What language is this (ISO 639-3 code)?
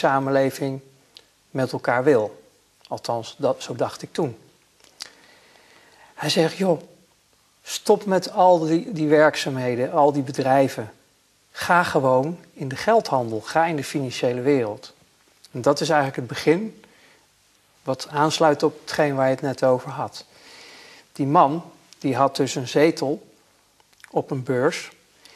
nld